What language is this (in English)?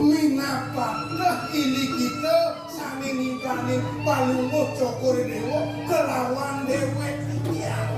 Balinese